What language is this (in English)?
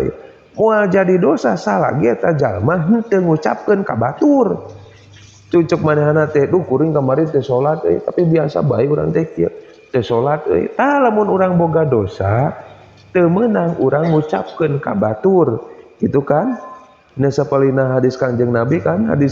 Sundanese